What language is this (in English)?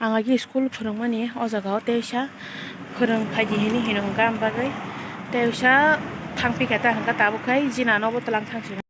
Kok Borok